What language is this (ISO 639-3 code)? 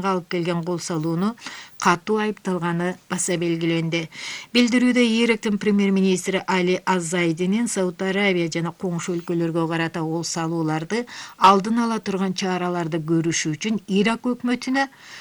kir